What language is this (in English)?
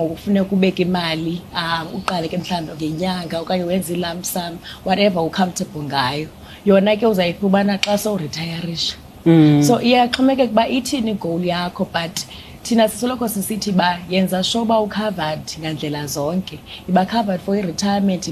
Xhosa